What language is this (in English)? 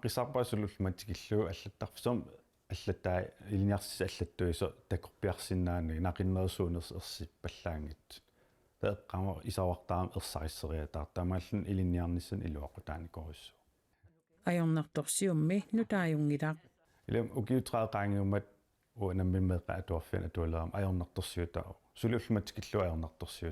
Kalaallisut